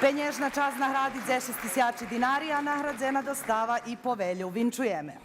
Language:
Rusyn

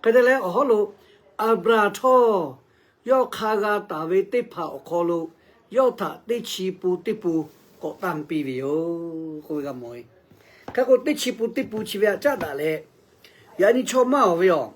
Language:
Lahu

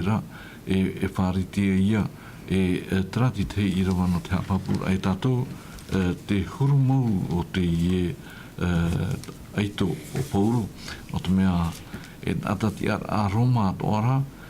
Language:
Tahitian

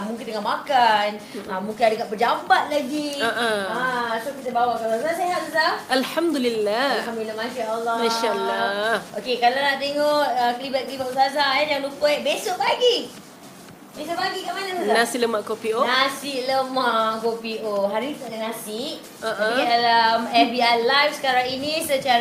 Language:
Malay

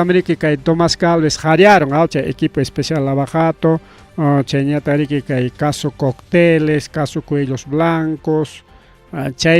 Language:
Ayacucho Quechua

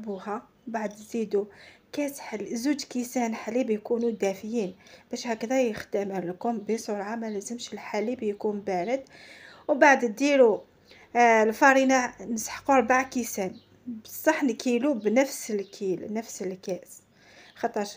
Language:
Algerian Arabic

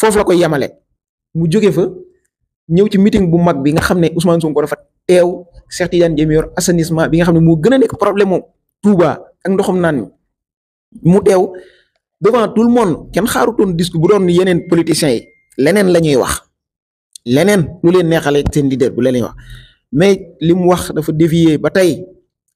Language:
Wolof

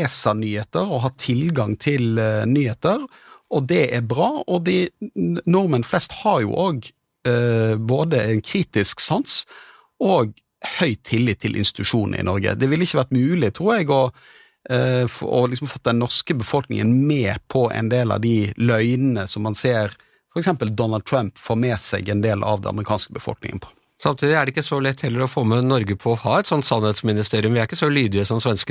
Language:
Norwegian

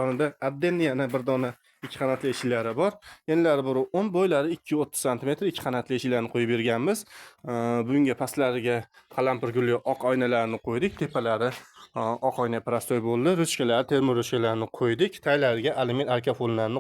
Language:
Uzbek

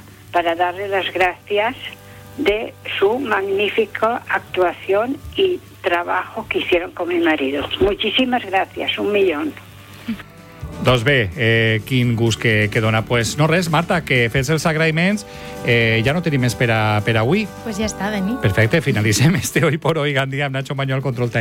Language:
Catalan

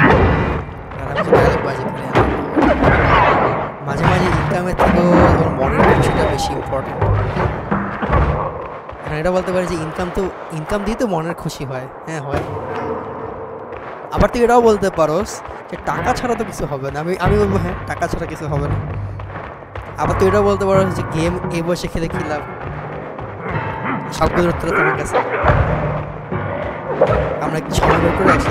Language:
Bangla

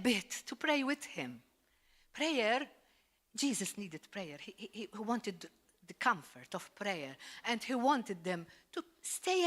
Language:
English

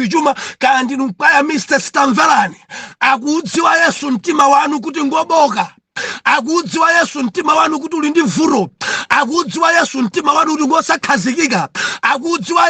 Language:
Nyanja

